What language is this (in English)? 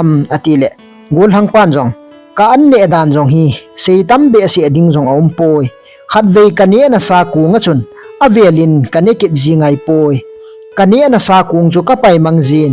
Thado Chin